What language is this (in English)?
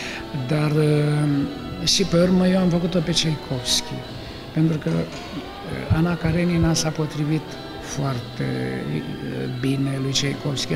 Romanian